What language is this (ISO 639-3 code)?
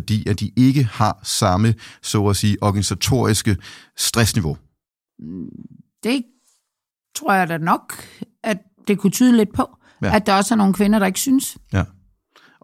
dan